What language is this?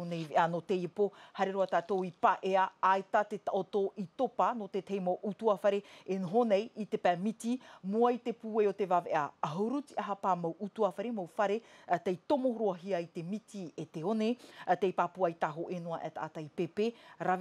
Tahitian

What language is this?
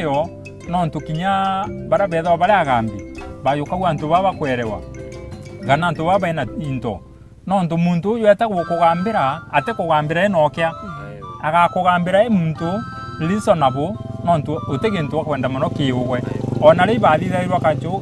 Meru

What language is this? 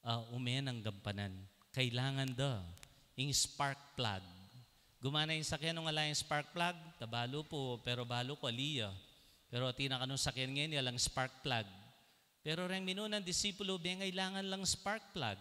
Pampanga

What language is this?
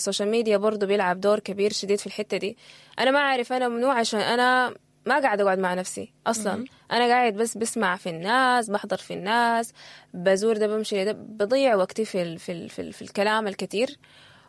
Sudanese Arabic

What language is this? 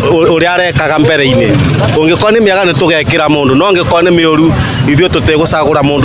Kikuyu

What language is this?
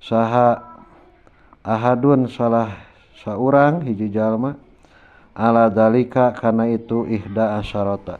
Sundanese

